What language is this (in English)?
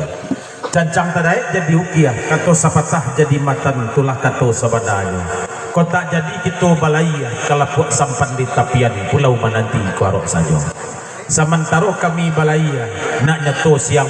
Minangkabau